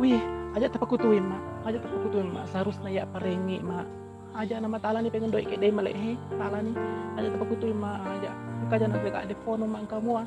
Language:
Buginese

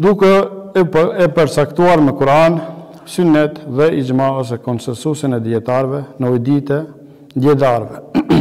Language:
Albanian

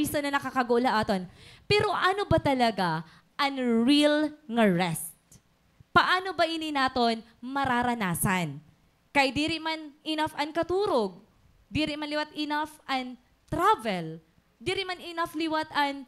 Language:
Waray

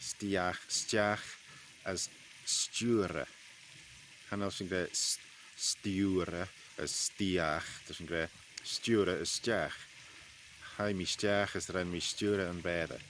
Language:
Manx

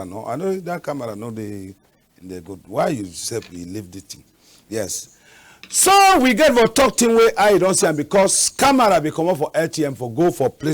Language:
Cameroon Pidgin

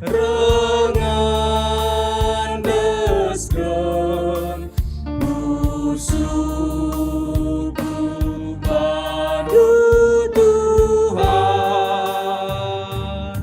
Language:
Batak Karo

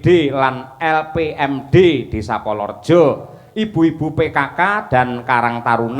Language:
Javanese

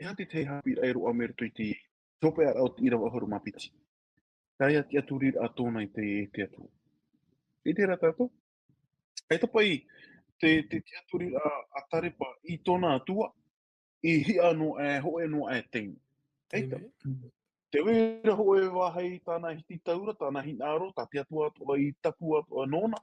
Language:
Tahitian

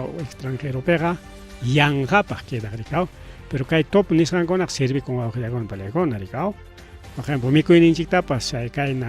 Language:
Ayacucho Quechua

